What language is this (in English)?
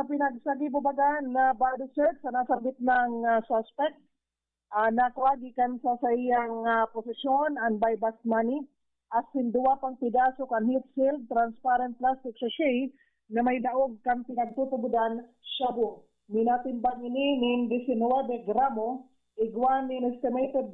Bikol